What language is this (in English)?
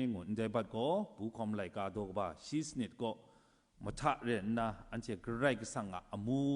Kachin